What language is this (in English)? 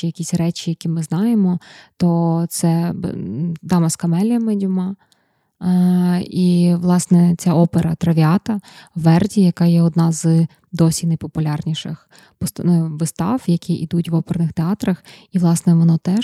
Ukrainian